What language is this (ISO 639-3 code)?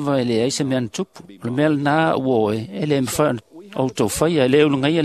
smo